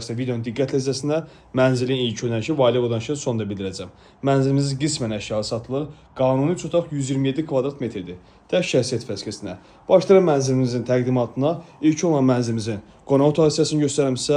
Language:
Azerbaijani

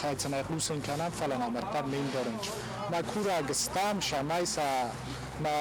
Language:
Ossetic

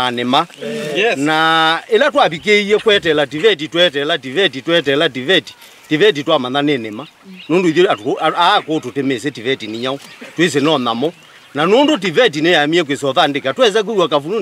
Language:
Kamba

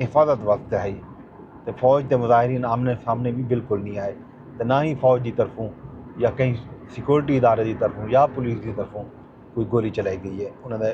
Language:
Saraiki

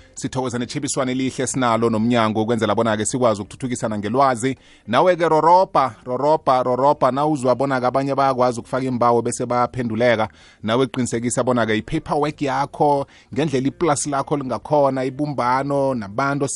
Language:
South Ndebele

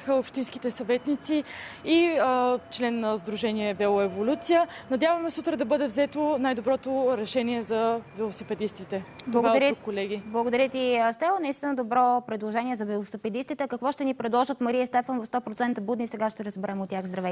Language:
Bulgarian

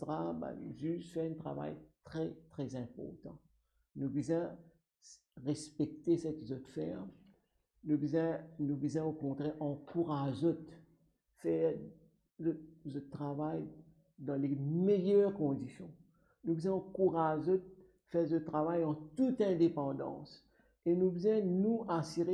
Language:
Morisyen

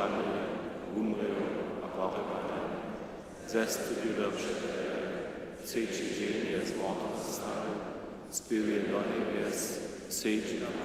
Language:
Upper Sorbian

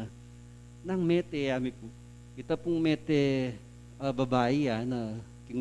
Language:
Pampanga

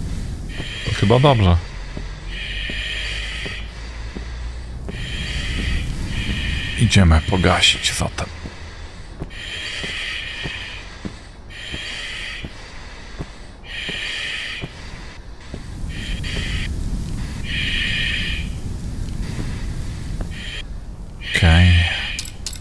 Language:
Polish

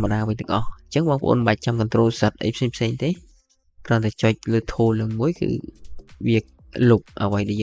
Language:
Khmer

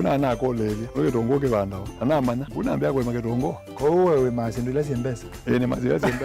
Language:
Kamba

